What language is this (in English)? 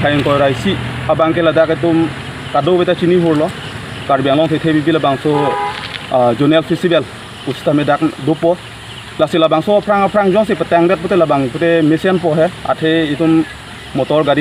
Karbi